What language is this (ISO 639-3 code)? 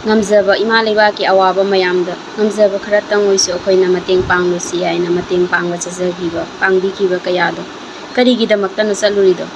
mni